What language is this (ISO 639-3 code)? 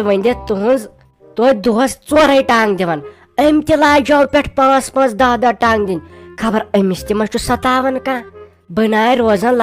kas